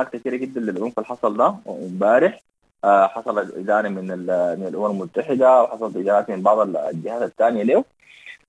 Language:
Sudanese Arabic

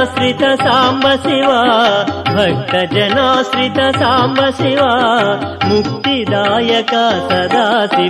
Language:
Telugu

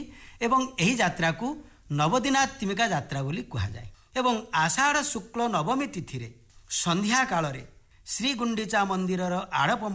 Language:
Odia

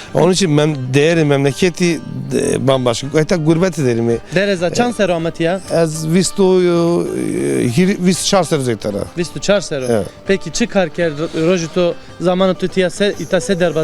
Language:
Zaza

